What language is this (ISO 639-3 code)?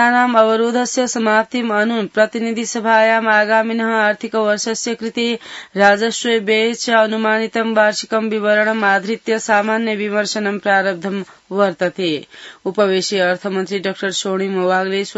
san